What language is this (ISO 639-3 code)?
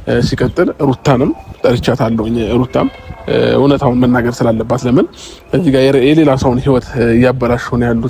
amh